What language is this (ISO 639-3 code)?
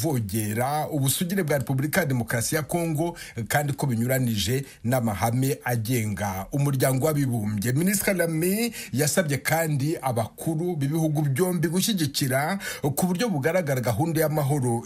kin